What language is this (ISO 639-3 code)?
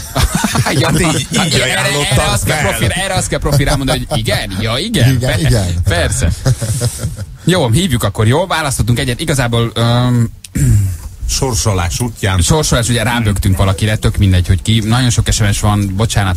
hun